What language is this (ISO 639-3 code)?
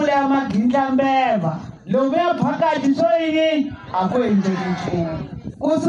tso